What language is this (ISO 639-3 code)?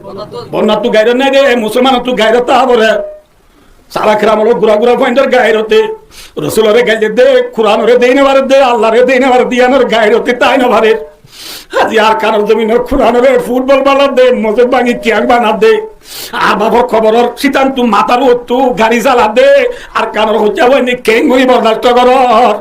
rhg